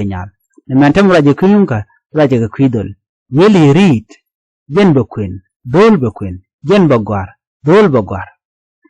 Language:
Nuer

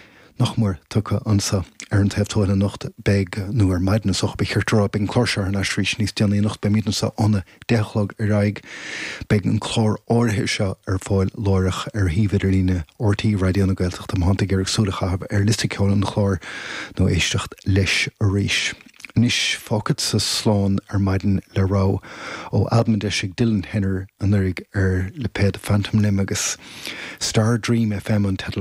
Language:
Irish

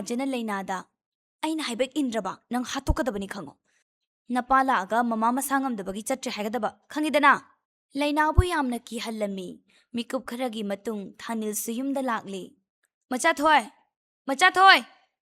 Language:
Manipuri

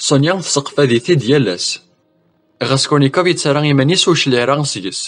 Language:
Kabyle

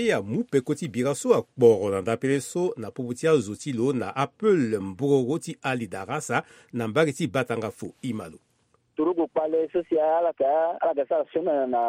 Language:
Sango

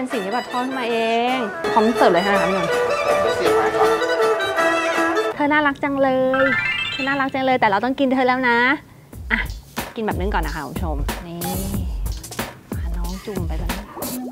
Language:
Thai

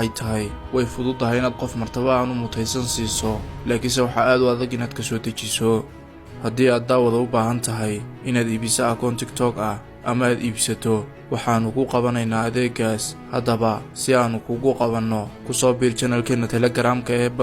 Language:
Somali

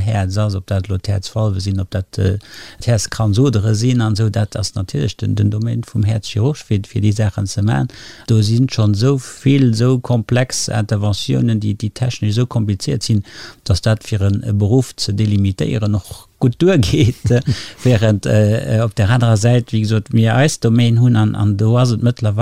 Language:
Luxembourgish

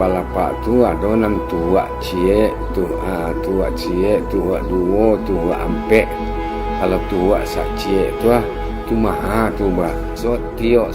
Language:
Minangkabau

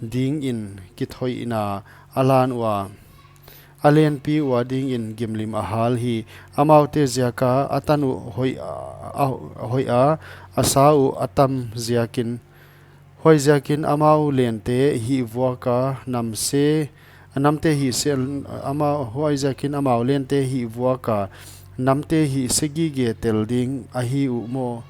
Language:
Paite Chin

